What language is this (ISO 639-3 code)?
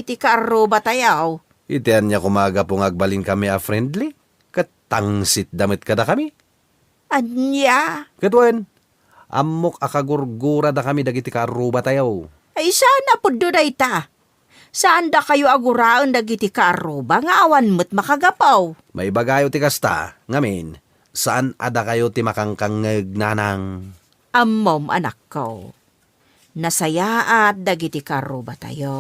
ilo